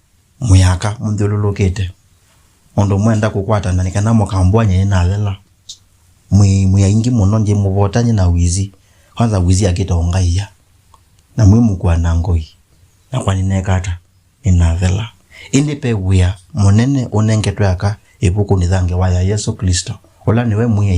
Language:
Kamba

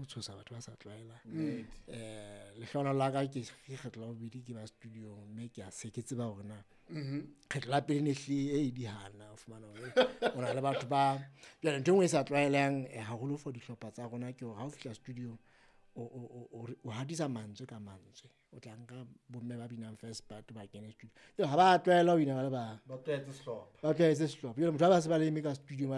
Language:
Southern Sotho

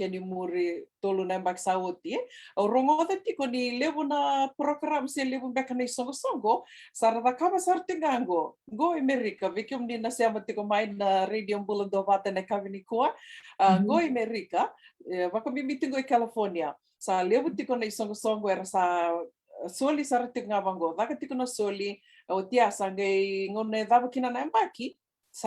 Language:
Fijian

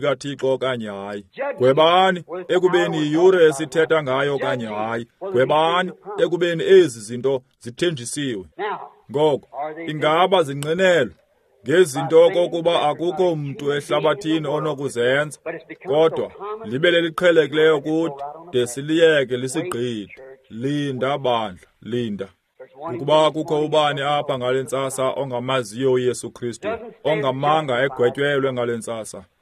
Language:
Xhosa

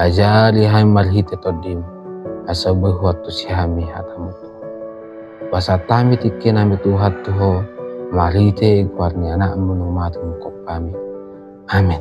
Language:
Batak Toba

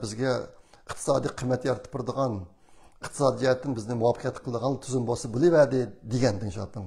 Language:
Uyghur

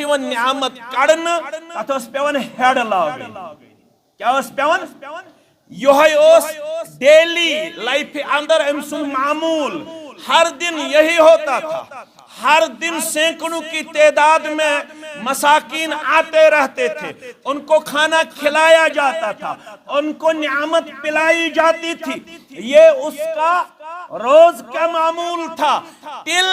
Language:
Kashmiri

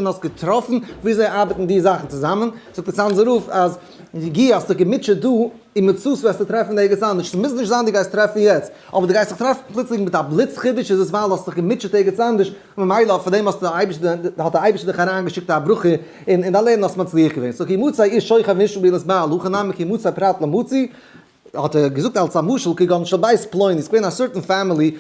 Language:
Yiddish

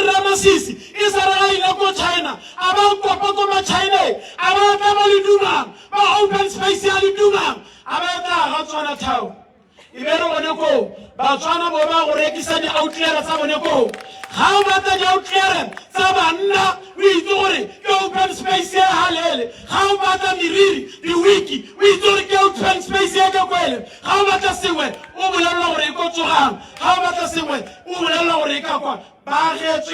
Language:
Tswana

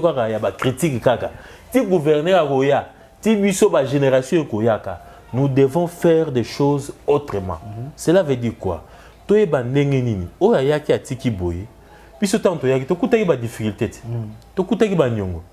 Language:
Lingala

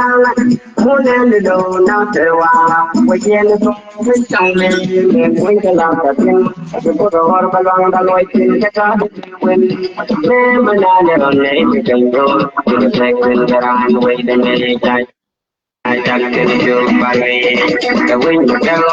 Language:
Nuer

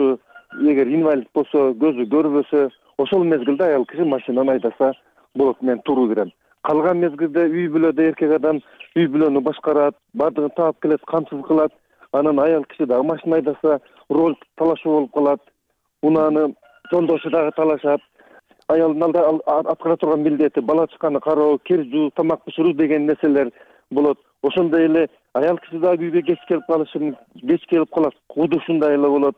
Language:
Kyrgyz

